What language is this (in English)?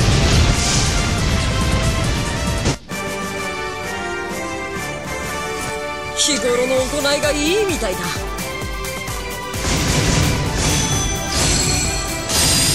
Japanese